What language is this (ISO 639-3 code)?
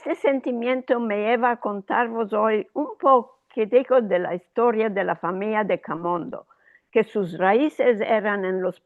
lad